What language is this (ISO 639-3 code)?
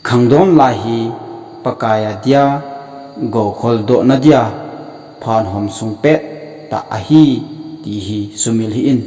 tcz